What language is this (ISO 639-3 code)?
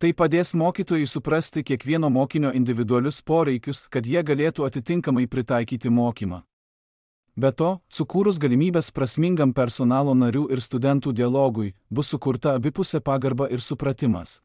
lit